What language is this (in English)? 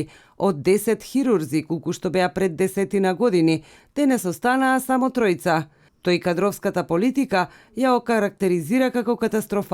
Macedonian